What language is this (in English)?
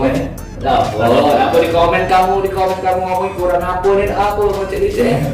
Musi